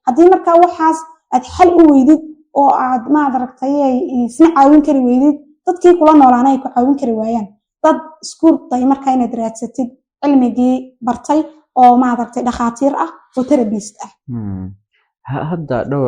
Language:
Somali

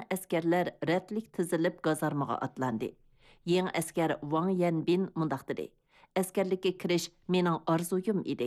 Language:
Uyghur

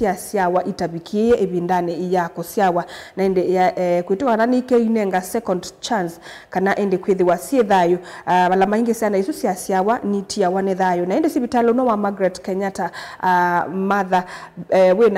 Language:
Kamba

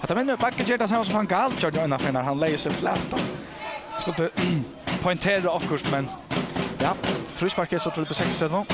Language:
Faroese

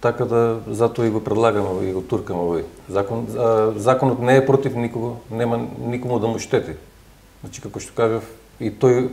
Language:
Macedonian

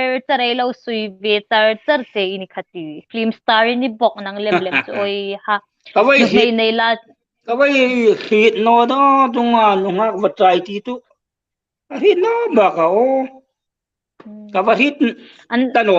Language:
Hmar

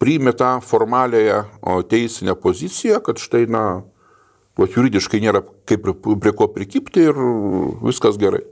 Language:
Lithuanian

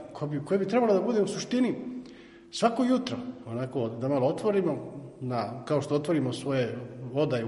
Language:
Serbian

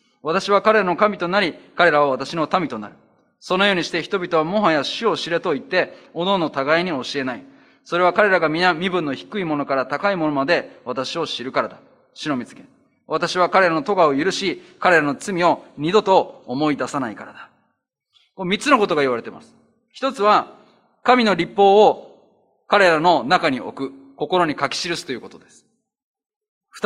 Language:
Japanese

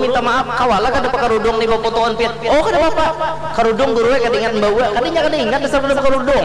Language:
Banjar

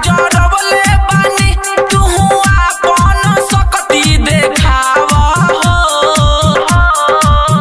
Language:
Bhojpuri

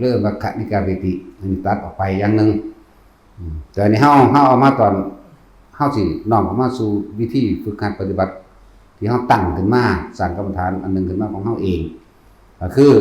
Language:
Northeastern Thai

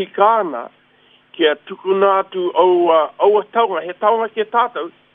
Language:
Māori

